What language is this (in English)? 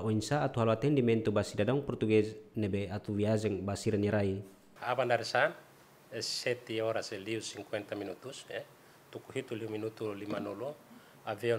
Tetum